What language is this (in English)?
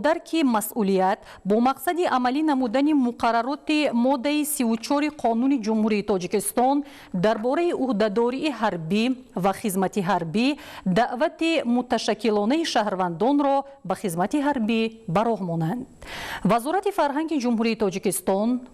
Tajik